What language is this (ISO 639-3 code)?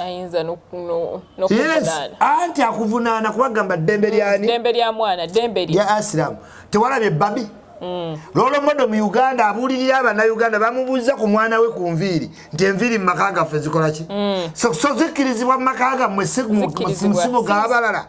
lug